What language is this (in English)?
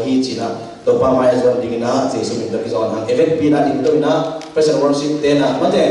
Tedim Chin